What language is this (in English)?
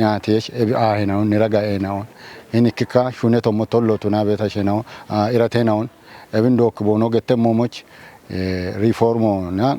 Kafa